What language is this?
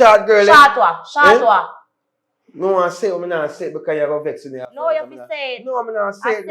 Jamaican Creole English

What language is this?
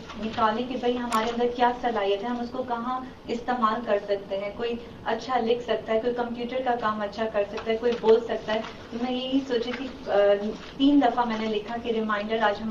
Urdu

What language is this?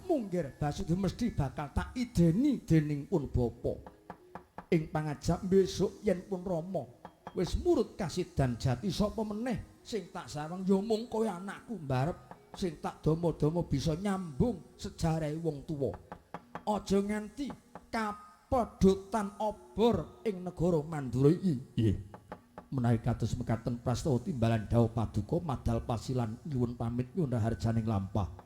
Javanese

